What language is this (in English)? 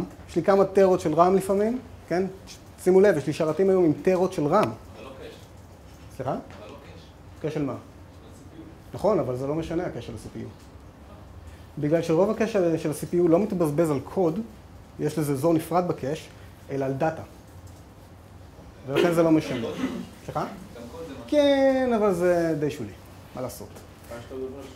Hebrew